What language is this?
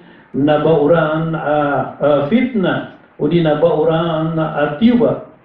Maranao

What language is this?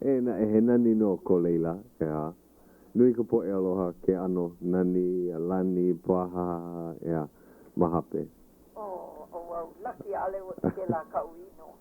Hawaiian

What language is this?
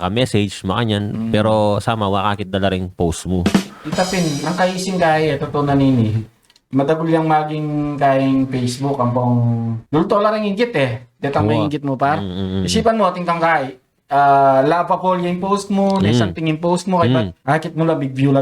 Pampanga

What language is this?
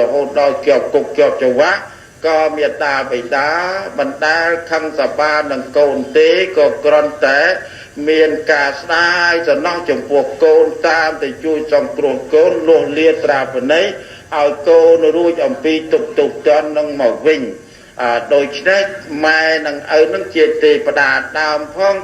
Khmer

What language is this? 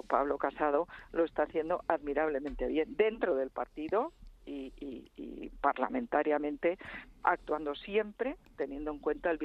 Spanish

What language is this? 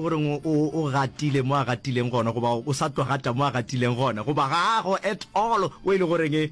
Northern Sotho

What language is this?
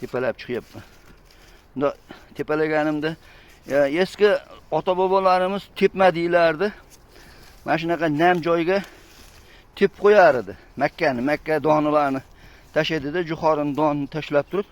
Uzbek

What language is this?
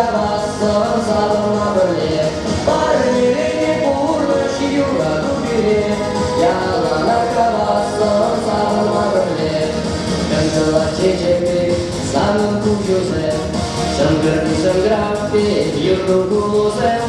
Chuvash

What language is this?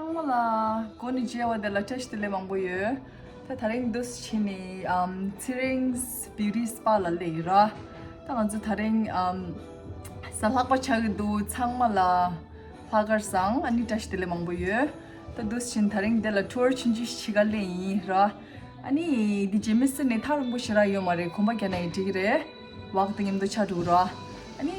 Tibetan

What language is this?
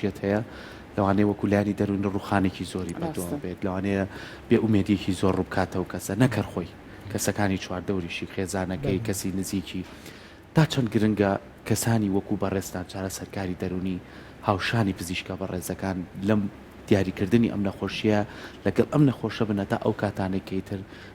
Central Kurdish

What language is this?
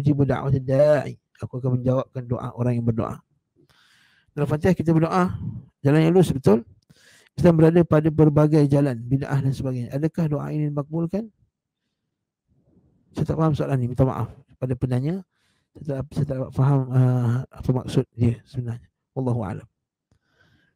Malay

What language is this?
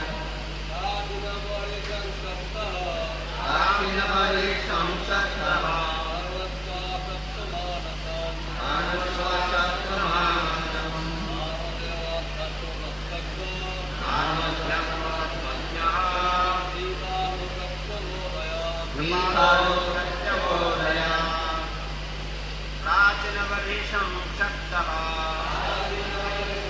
Bangla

